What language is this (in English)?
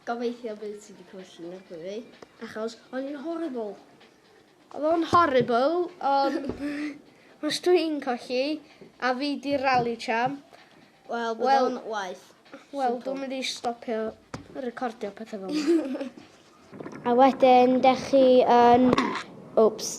Welsh